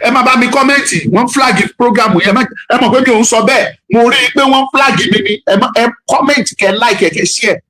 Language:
Yoruba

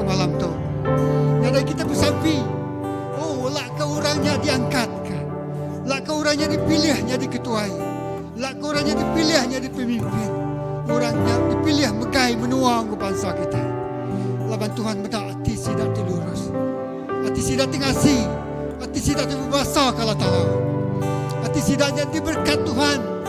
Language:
Iban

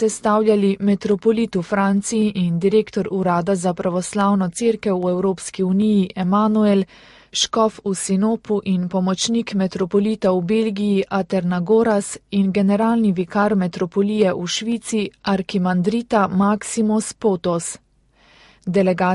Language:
Slovenian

